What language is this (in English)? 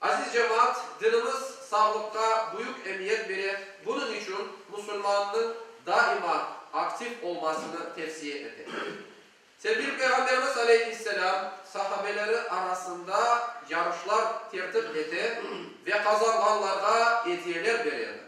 Crimean Tatar